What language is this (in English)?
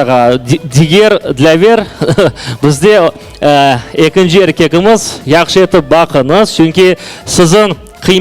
Crimean Tatar